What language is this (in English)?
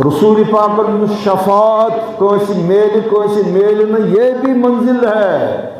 Kashmiri